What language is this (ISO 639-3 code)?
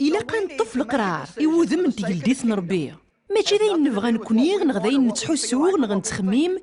kab